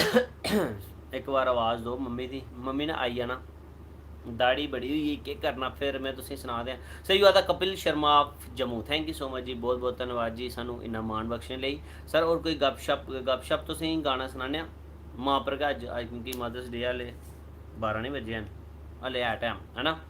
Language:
Dogri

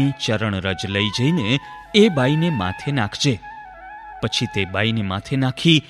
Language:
Gujarati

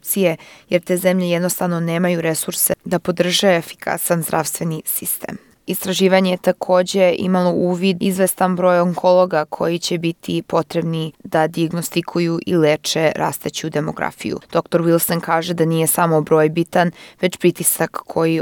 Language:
Croatian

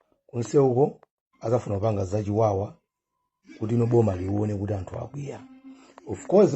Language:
Nyanja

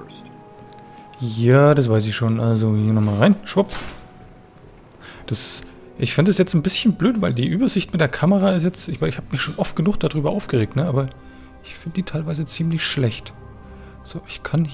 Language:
German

